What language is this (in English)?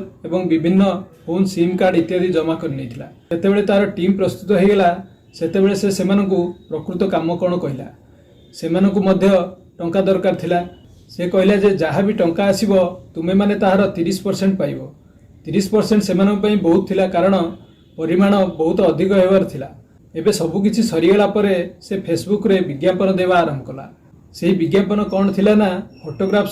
Odia